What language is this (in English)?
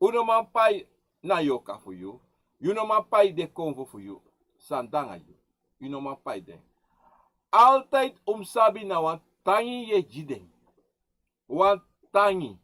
Sranan Tongo